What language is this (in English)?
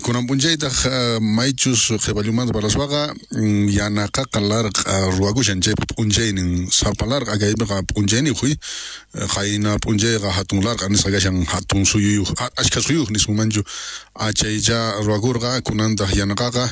South Bolivian Quechua